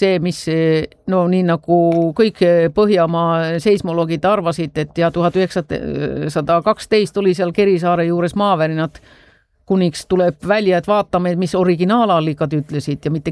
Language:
Estonian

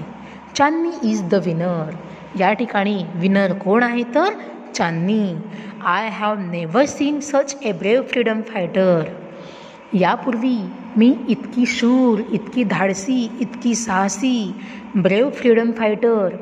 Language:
Marathi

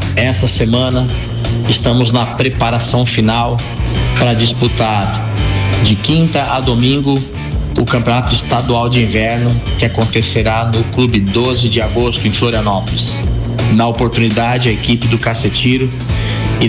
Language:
Portuguese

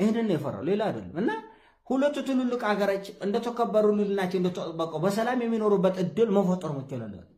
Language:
Amharic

